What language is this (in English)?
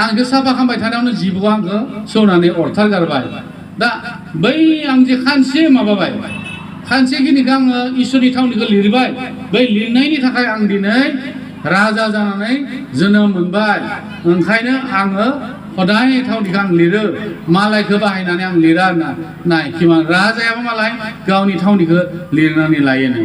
Bodo